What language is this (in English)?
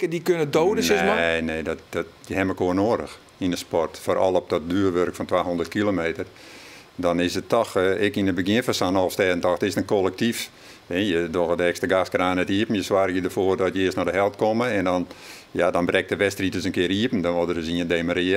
Western Frisian